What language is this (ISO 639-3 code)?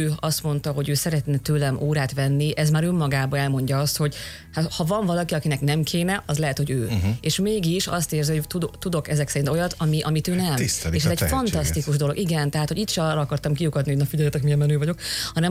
hun